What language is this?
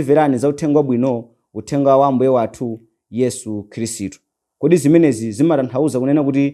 Nyanja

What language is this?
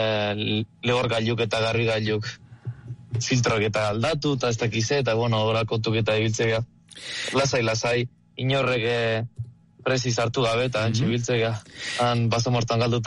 Basque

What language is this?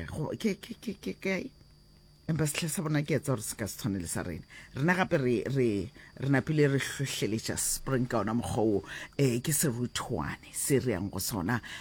Northern Sotho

